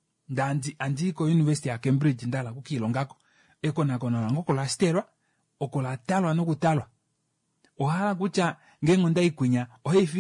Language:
Kuanyama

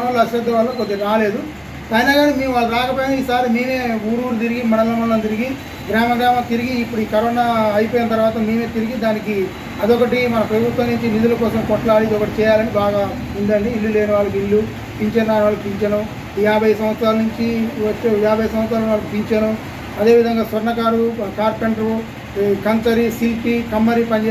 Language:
Telugu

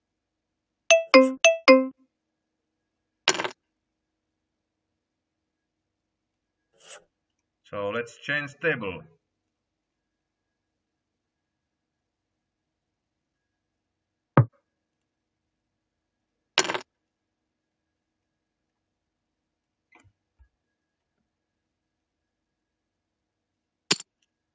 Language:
English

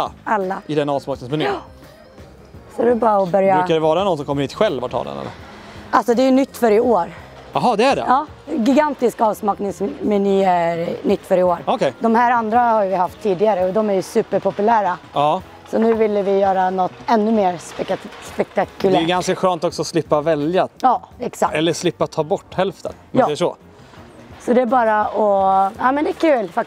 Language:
Swedish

